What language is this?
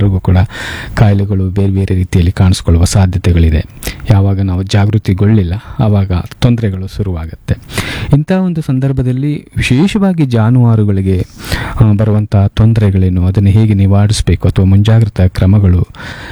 Kannada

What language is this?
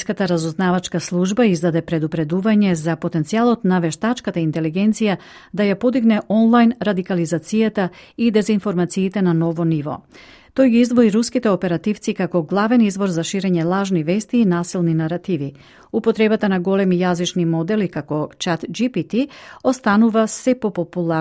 Macedonian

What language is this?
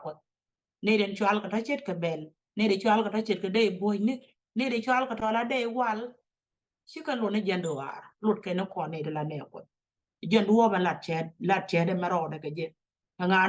Nuer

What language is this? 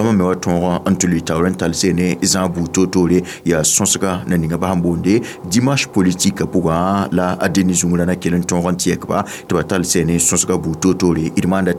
Mossi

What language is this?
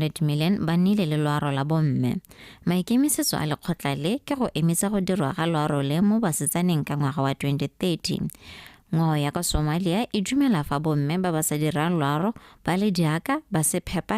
Tswana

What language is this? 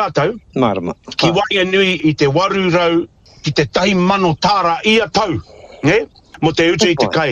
Māori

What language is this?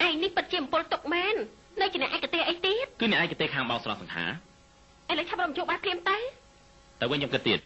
Khmer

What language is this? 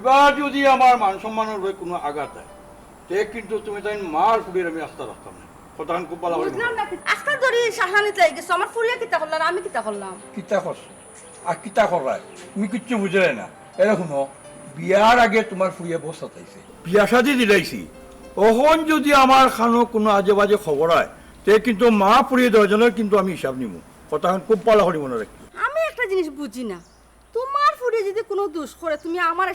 Sylheti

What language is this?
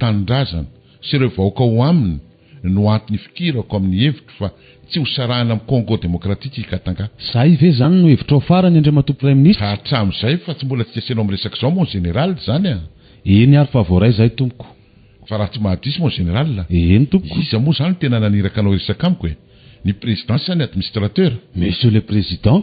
Malagasy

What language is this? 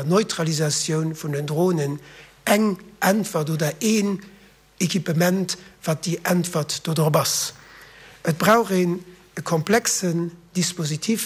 Luxembourgish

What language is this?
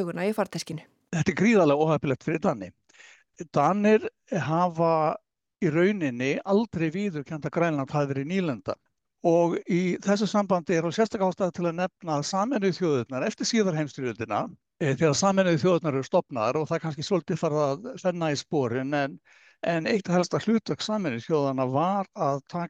Icelandic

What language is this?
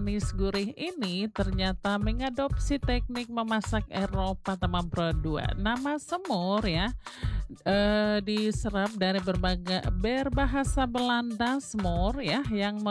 Indonesian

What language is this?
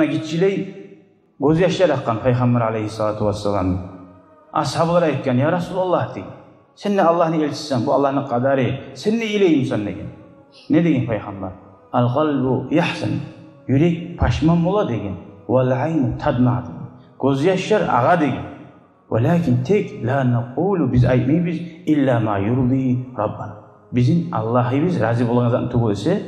Kumyk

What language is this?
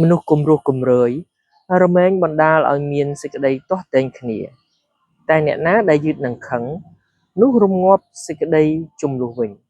Khmer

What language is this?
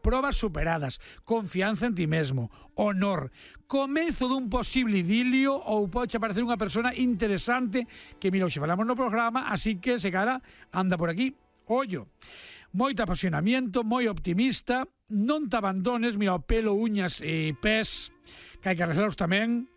Galician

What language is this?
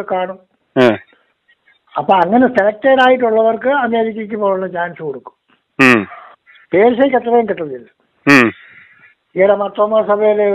Malayalam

